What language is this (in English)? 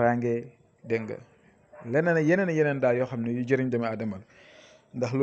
Wolof